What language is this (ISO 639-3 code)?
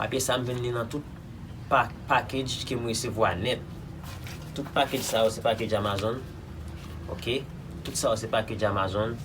hat